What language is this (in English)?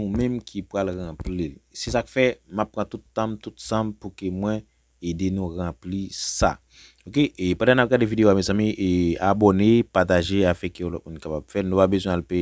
Haitian Creole